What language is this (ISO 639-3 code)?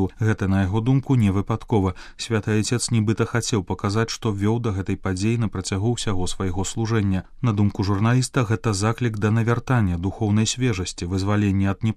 bel